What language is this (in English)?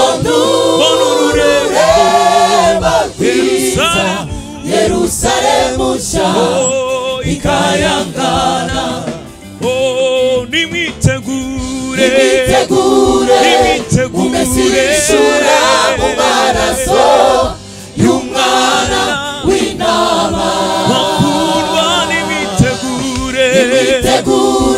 Kinyarwanda